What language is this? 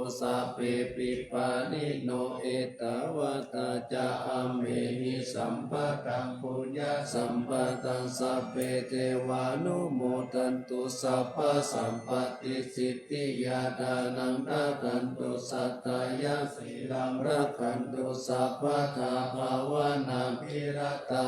Pali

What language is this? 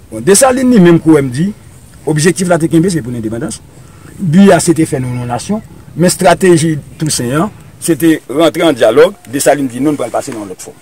Haitian Creole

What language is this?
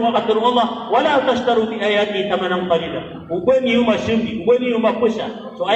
Maranao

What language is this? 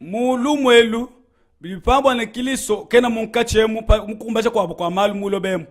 Luba-Lulua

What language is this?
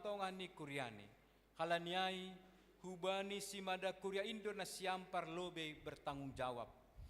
Batak Simalungun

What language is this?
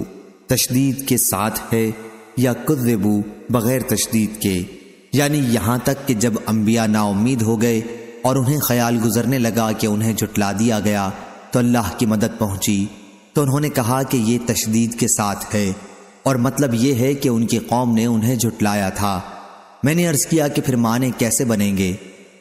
Urdu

